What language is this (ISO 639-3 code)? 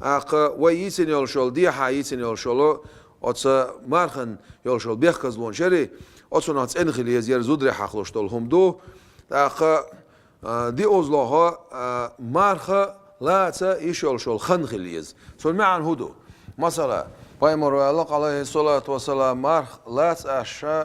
che